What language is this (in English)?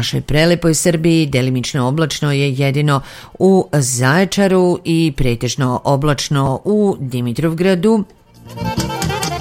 Serbian